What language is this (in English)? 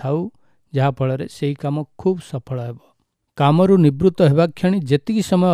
Odia